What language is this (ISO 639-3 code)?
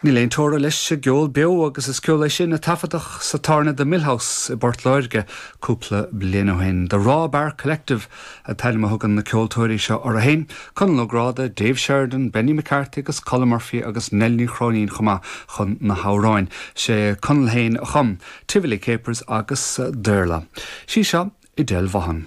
gle